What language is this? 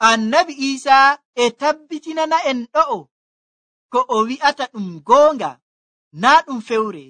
Nigerian Fulfulde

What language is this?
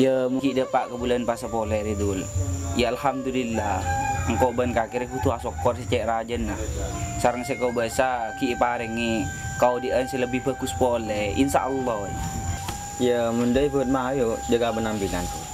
Madurese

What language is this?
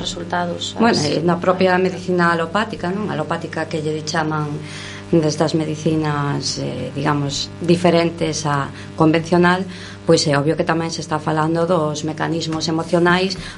Galician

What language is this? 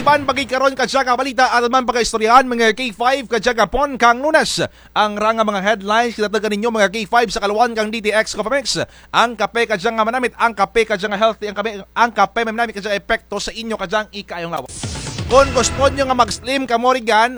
Kinaray-a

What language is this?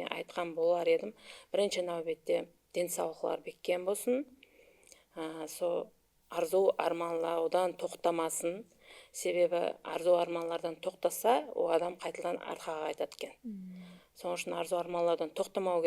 Kara-Kalpak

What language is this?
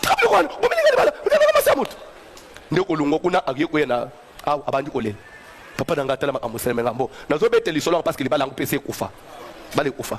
Lingala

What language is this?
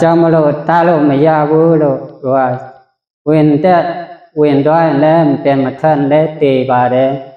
Shan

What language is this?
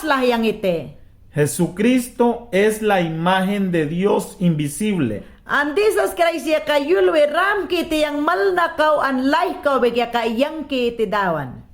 Mayangna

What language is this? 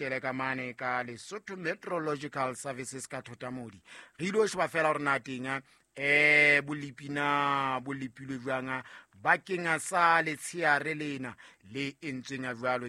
Southern Sotho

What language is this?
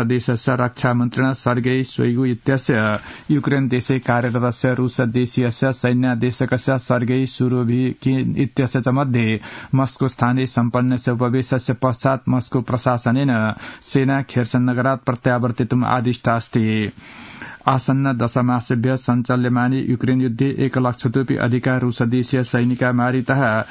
Sanskrit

